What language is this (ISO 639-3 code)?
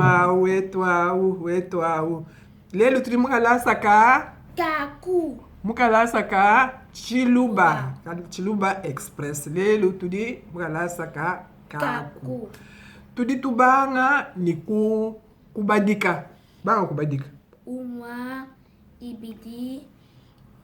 lua